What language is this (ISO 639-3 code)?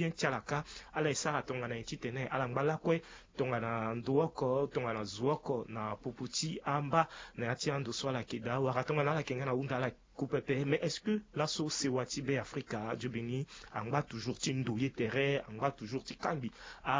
sag